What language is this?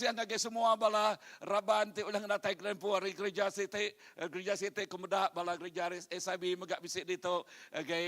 Iban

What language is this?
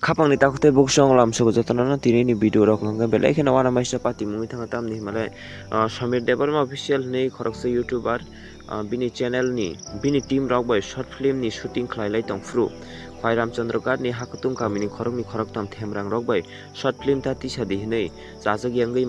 Kok Borok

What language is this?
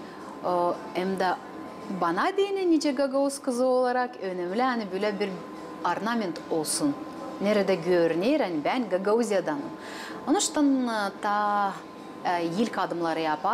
Gagauz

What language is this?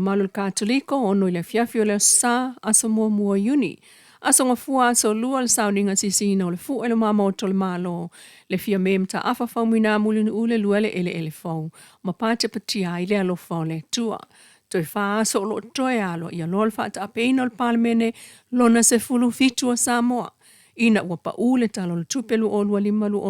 Samoan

